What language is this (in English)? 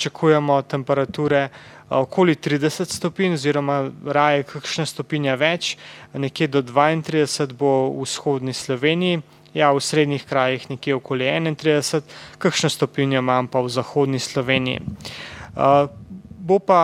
Slovenian